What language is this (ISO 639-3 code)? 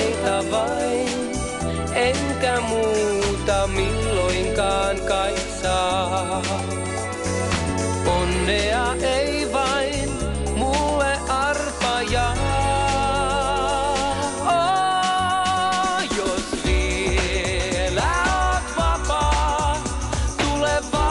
fin